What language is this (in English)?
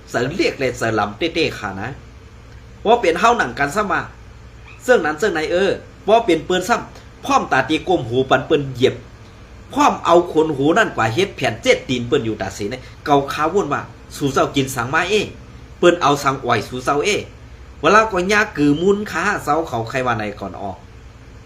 Shan